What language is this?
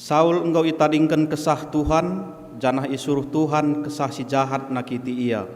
Batak Karo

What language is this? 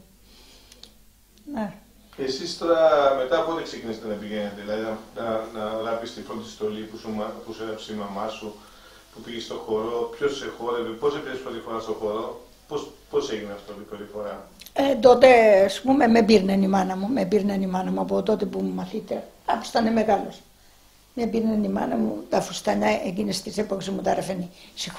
Greek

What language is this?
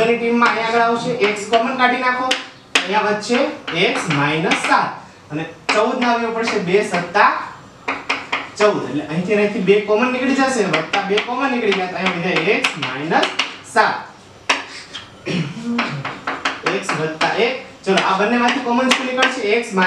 Gujarati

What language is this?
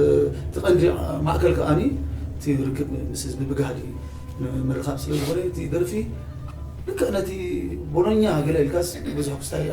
Tigrinya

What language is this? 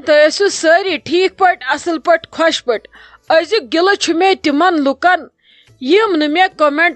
Kashmiri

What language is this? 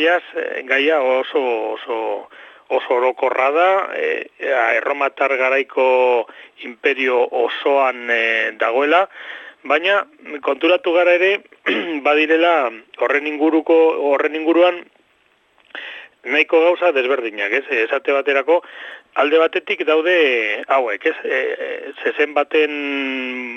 Basque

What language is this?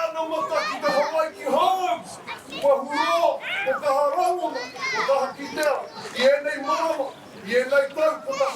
Māori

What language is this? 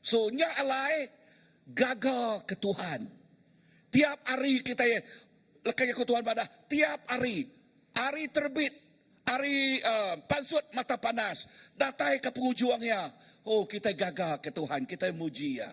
Iban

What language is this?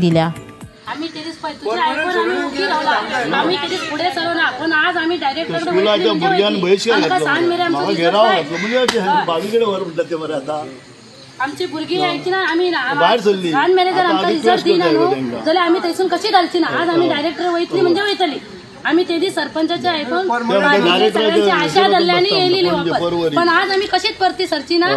Konkani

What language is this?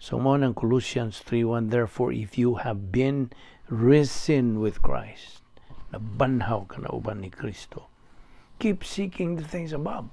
Cebuano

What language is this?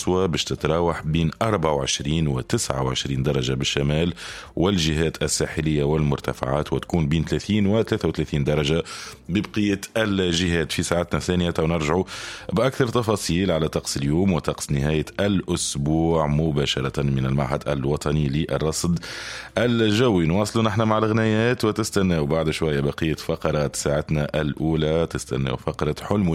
Tunisian Arabic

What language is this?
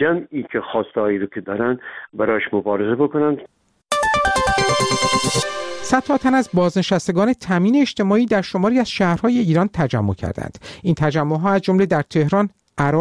Persian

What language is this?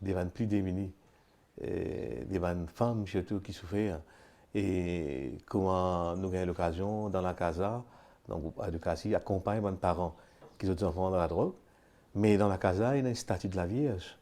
Morisyen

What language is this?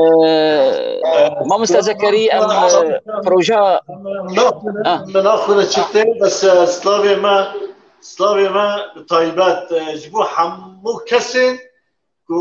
Kurdish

